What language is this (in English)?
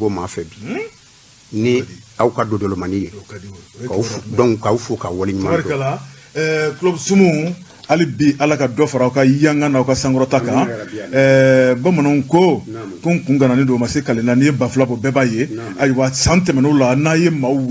Bambara